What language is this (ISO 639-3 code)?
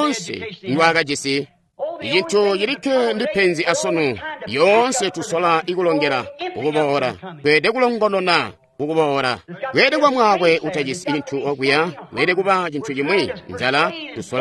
toi